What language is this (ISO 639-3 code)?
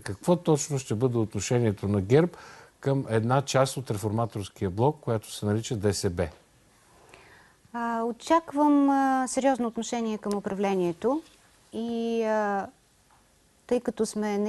bul